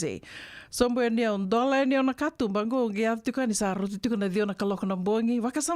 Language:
Fijian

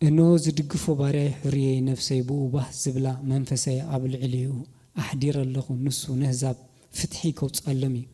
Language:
Tigrinya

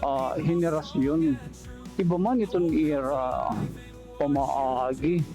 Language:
Waray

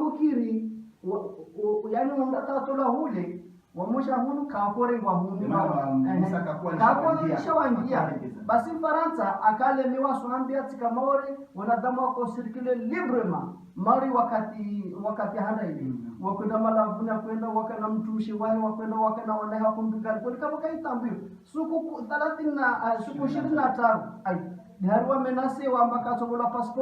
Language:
Ngazidja Comorian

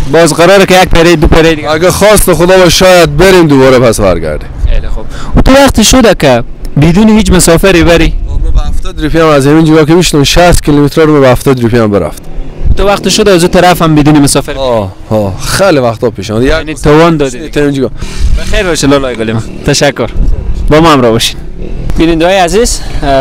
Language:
Persian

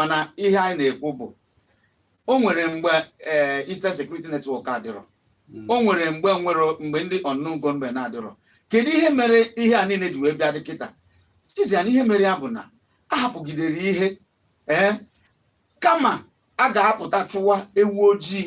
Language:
Igbo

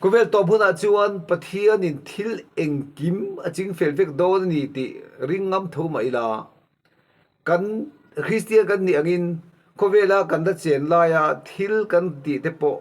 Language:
Mizo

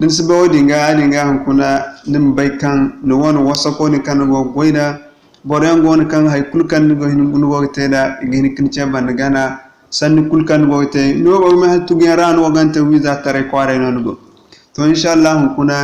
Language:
Zarma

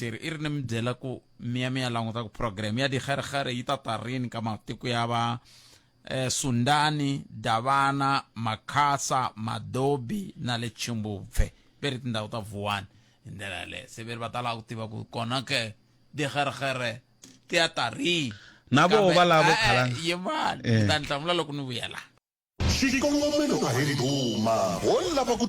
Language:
Tsonga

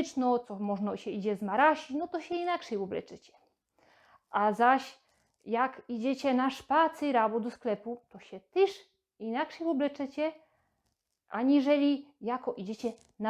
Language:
Silesian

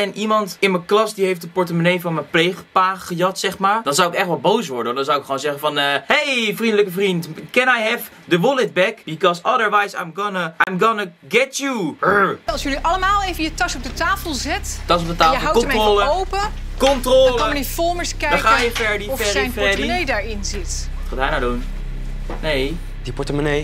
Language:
Dutch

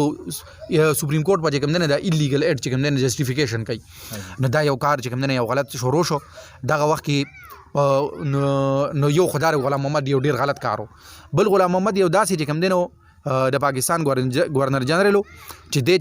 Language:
Pashto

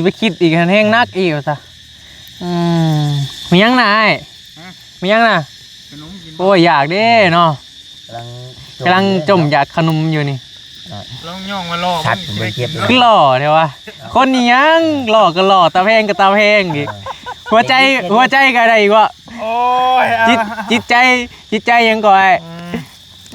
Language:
Northeastern Thai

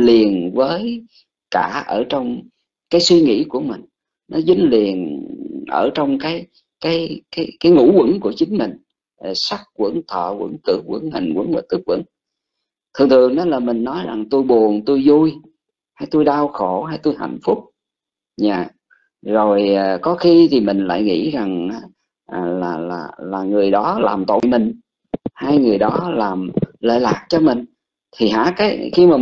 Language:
Vietnamese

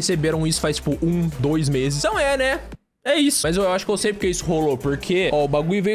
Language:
Portuguese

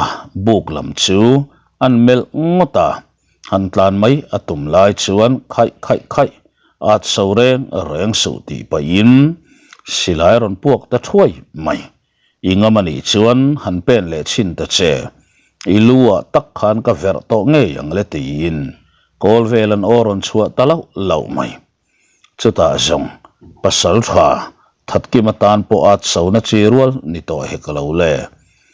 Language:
Mizo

